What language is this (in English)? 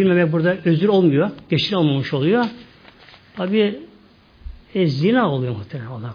Turkish